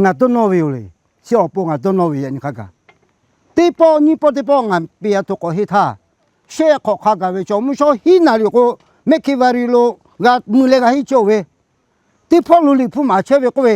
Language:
Lahu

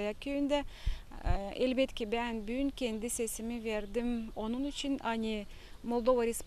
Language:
Gagauz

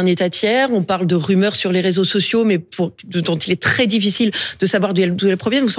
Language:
French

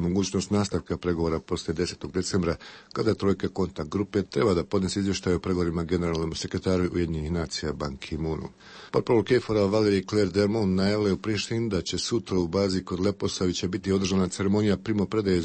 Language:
Bosnian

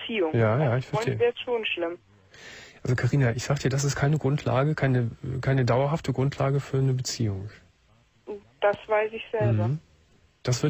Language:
German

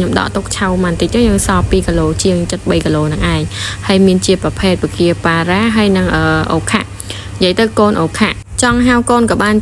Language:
Khmer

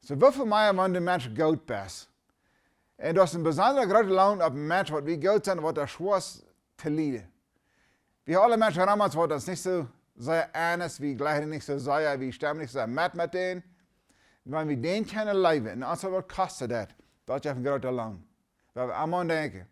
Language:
Plautdietsch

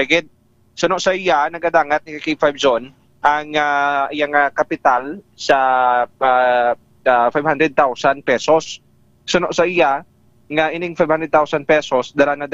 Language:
Hiligaynon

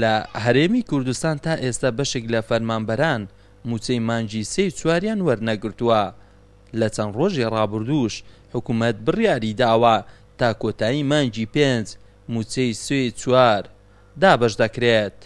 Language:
Central Kurdish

